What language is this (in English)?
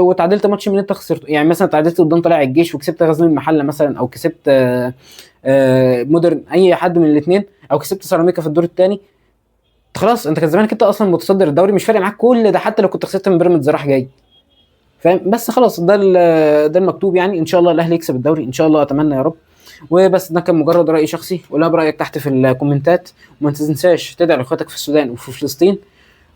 Egyptian Arabic